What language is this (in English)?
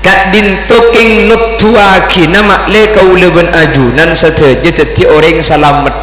Madurese